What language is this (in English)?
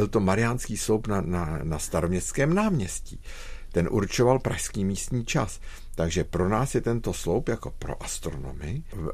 Czech